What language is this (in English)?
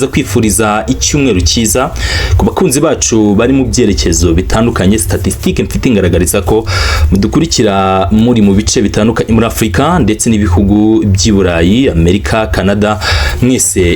Kinyarwanda